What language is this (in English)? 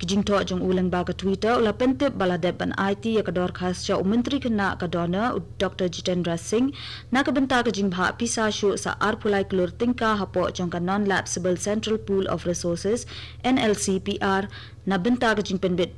Khasi